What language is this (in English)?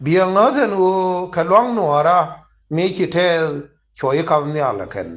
Nuer